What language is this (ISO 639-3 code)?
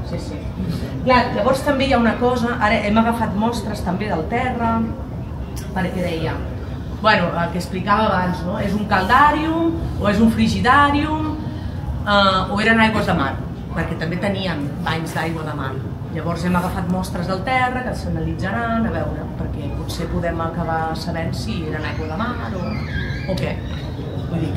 cat